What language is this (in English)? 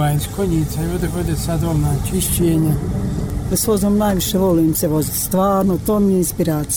Bosnian